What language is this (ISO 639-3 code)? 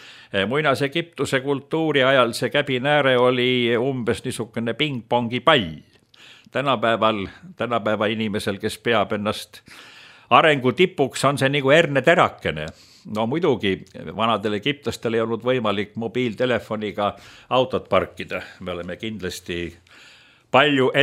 est